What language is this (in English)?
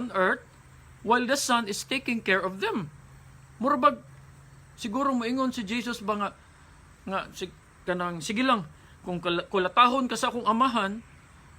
Cebuano